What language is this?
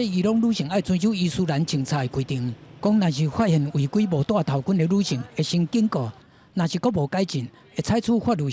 Min Nan Chinese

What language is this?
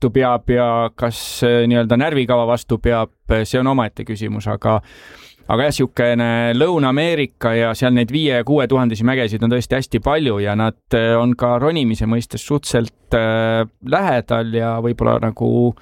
Estonian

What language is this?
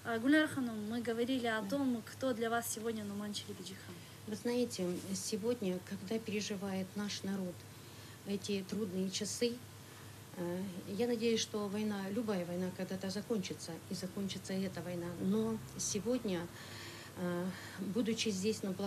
Crimean Tatar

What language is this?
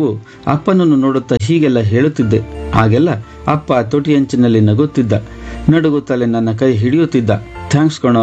Kannada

